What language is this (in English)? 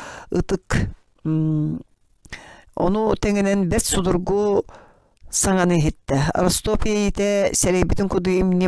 Yakut